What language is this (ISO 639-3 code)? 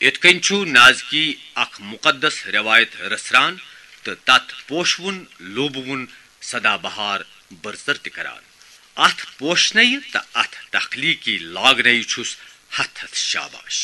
kas